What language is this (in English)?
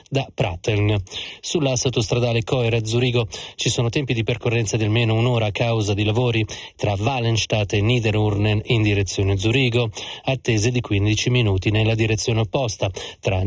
Italian